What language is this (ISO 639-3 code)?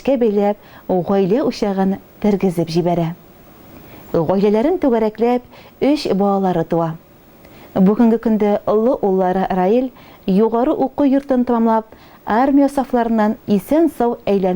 tat